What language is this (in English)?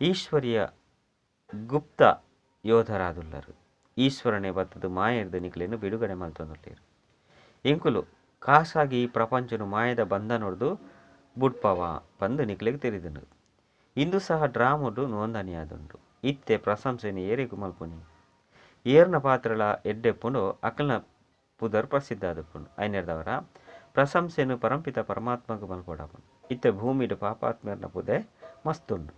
Tulu